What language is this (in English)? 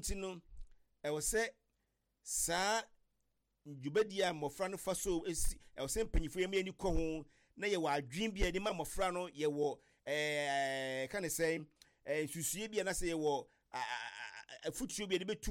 Akan